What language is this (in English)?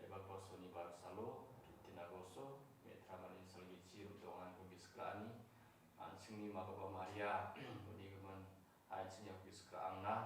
Garo